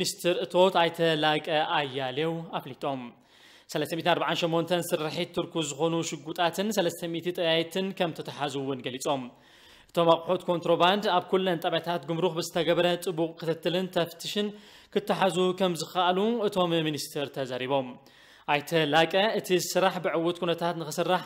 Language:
Tigrinya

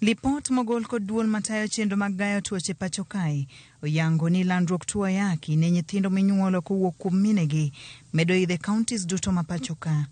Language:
Luo (Kenya and Tanzania)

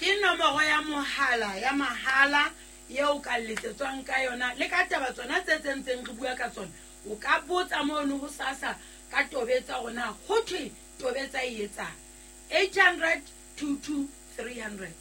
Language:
Southern Sotho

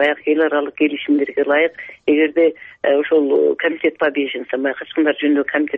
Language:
Kyrgyz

